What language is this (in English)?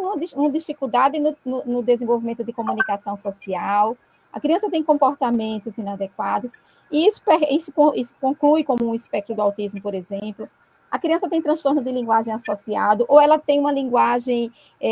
Portuguese